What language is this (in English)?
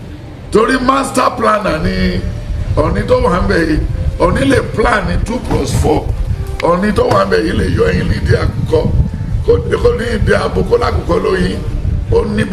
Yoruba